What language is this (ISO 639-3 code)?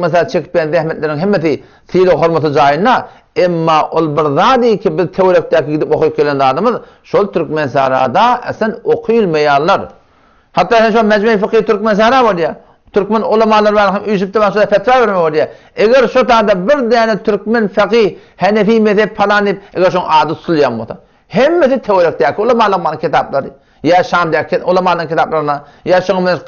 tuk